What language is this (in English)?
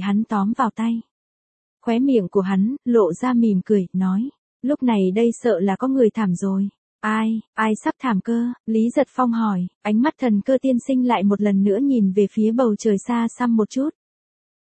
Vietnamese